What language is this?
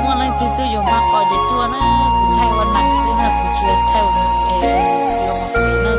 Hmong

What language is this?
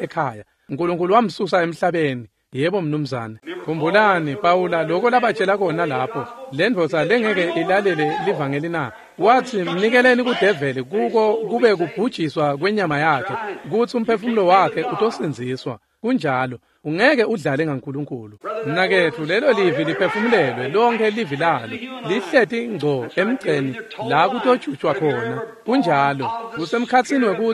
Swati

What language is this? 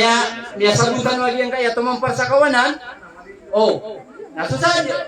Maranao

